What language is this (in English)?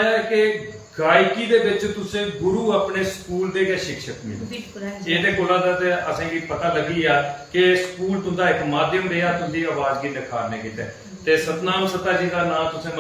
Dogri